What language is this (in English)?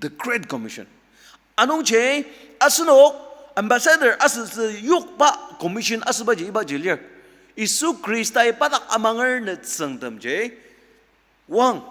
Ao Naga